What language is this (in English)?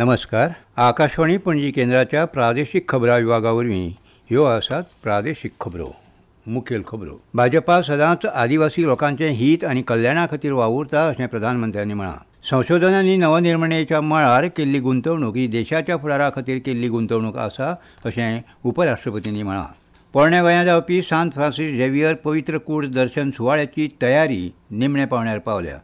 Konkani